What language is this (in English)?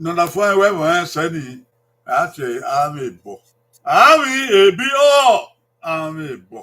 Bini